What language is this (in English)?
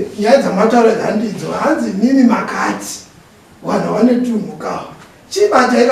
Shona